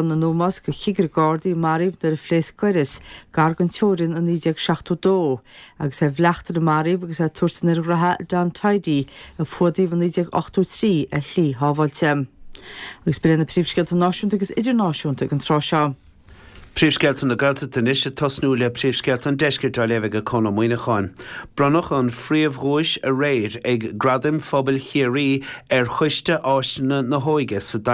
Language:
Irish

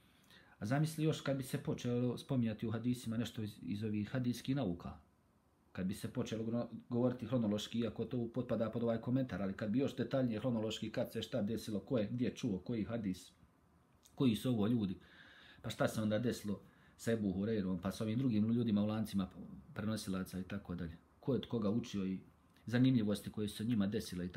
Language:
Bosnian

